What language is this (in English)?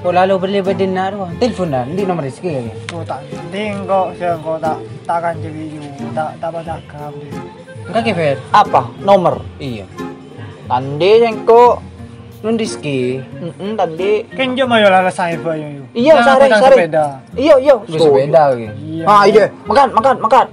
Madurese